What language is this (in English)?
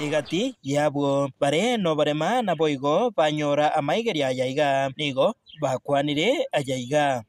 Gusii